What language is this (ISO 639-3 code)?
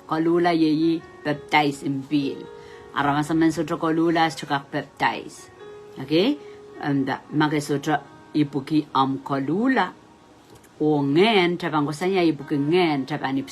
pon